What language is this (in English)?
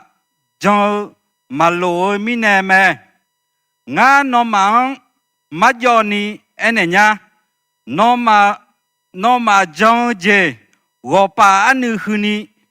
Akha